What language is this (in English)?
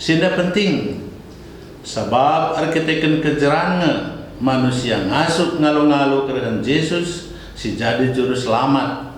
Batak Karo